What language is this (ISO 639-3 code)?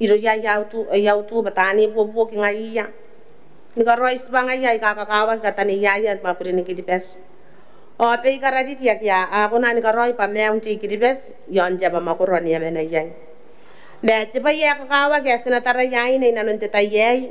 gil